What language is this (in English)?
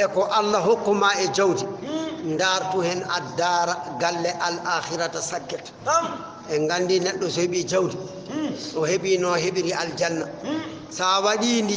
Fula